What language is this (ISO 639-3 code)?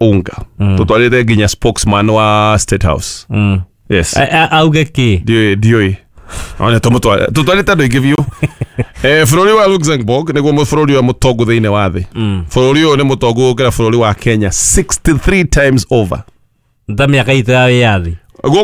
kik